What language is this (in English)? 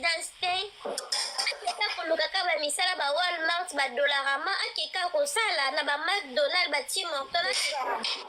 Lingala